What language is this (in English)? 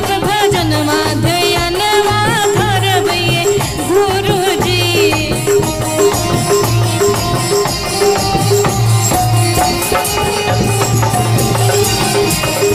Bhojpuri